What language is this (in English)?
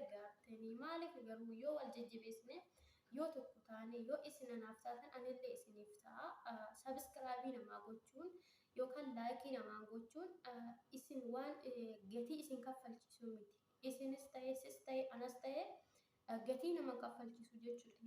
Oromo